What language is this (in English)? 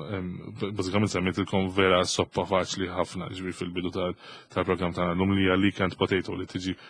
Maltese